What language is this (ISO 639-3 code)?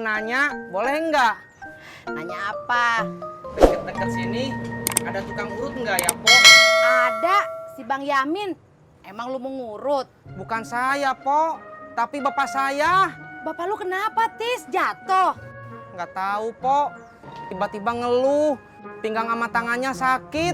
bew